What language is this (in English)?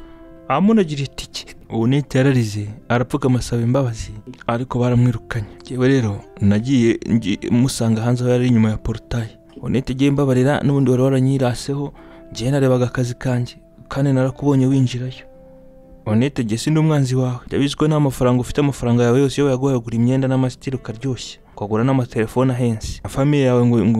Kinyarwanda